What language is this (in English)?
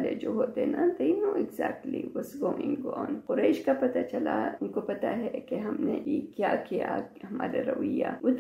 Urdu